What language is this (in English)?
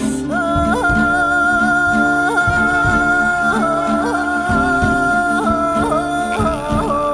Yakut